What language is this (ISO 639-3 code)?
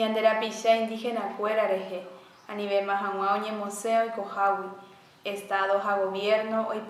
grn